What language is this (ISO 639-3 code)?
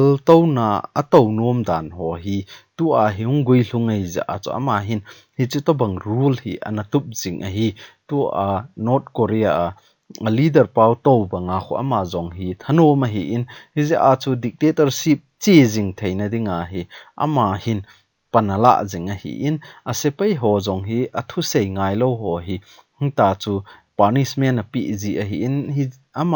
tcz